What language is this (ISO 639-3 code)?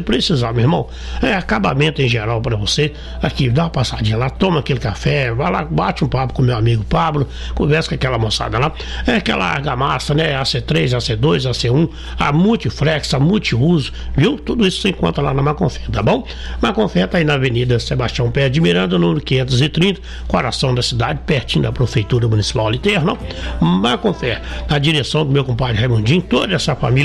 por